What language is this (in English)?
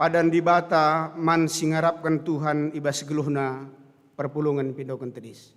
Batak Karo